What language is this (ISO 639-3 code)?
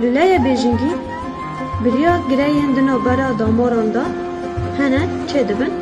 kur